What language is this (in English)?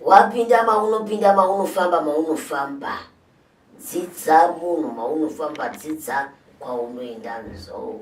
Shona